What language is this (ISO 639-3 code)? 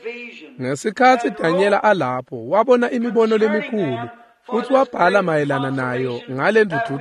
ssw